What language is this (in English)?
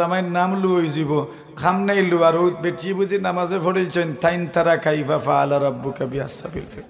Sylheti